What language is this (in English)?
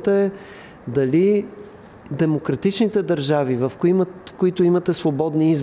Bulgarian